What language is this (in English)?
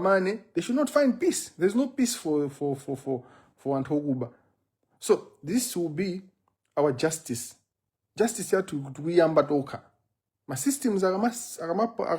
Nyanja